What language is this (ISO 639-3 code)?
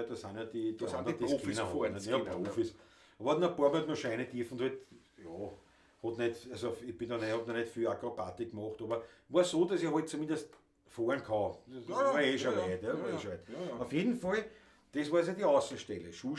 bar